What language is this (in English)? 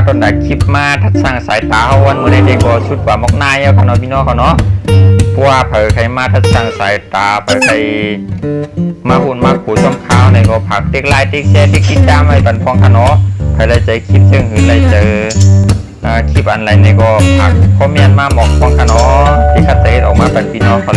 Shan